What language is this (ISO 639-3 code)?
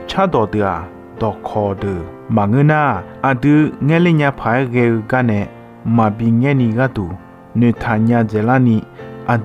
ahk